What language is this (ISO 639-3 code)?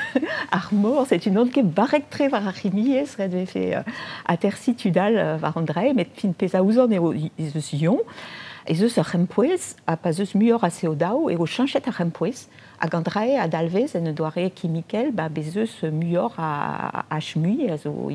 bre